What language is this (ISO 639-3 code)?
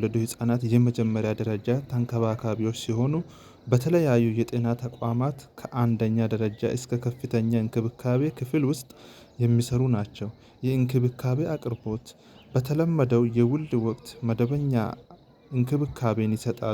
amh